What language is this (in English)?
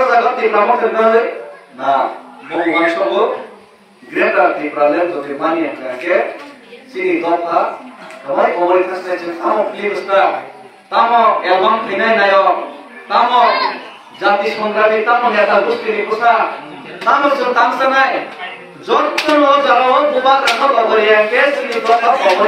Kok Borok